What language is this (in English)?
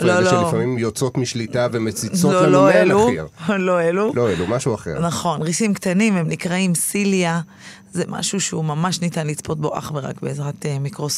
Hebrew